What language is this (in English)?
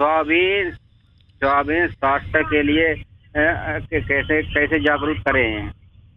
Bangla